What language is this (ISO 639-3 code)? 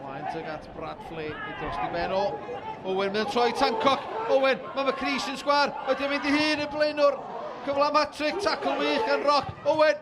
cym